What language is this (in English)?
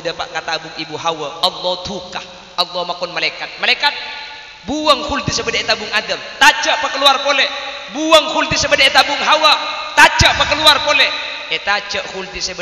Madurese